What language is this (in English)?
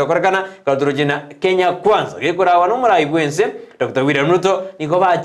Gusii